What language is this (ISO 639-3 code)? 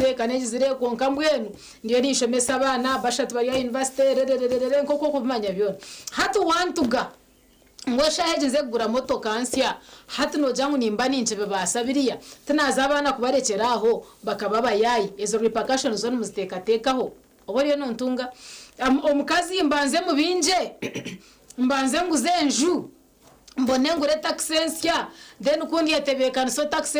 nyn